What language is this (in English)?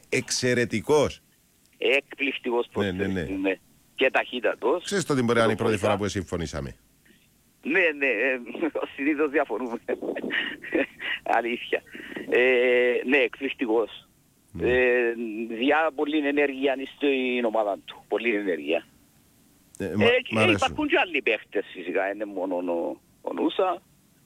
Greek